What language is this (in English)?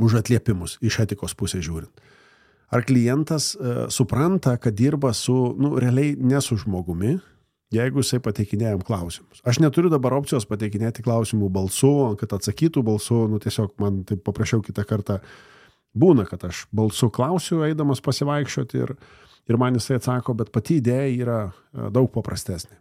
Lithuanian